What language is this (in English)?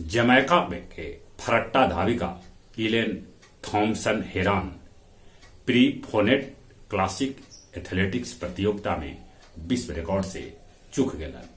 Magahi